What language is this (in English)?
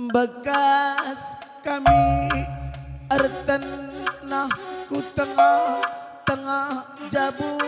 Batak Karo